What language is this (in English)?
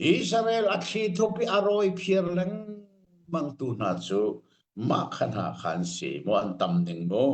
Hakha Chin